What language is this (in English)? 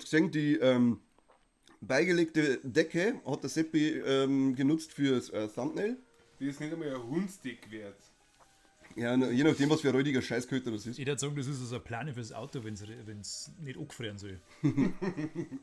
Bavarian